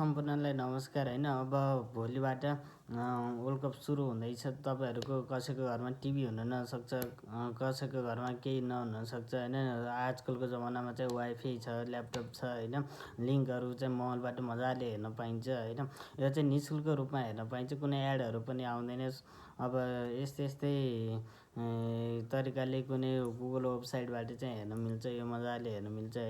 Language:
Nepali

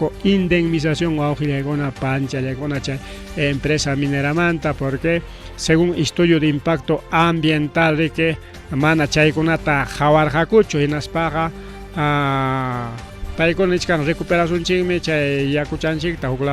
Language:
Ayacucho Quechua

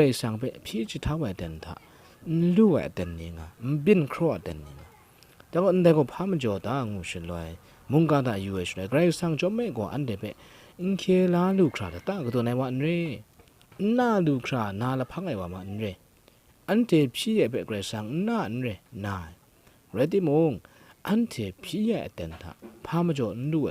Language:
Kachin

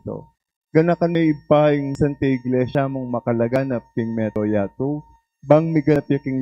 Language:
Pampanga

